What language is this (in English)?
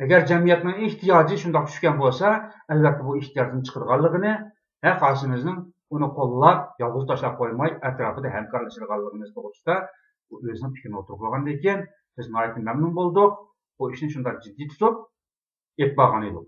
Uyghur